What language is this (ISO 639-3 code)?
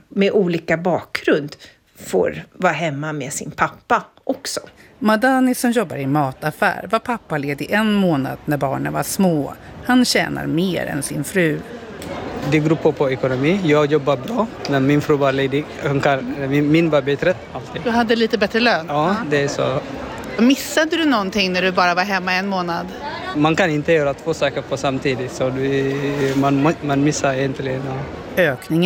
swe